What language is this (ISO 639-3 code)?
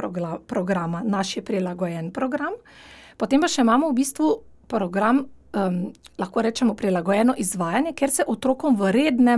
slv